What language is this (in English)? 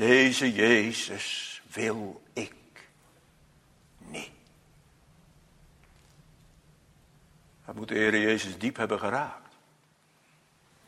Dutch